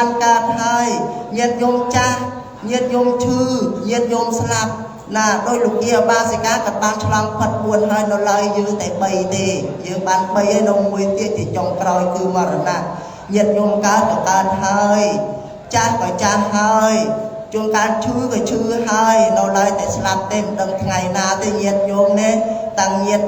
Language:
Khmer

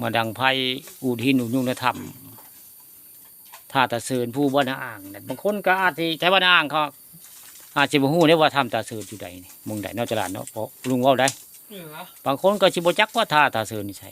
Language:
Northeastern Thai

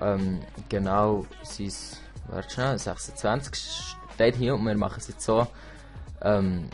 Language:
Swiss German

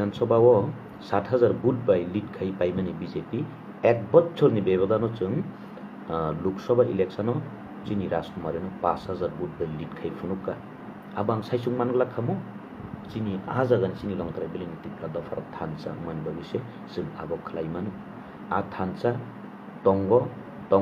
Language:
Kok Borok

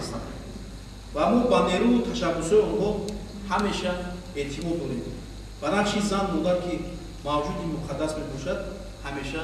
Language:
Tajik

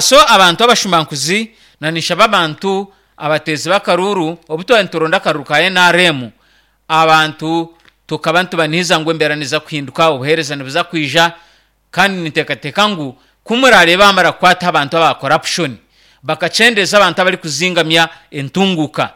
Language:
Nyankole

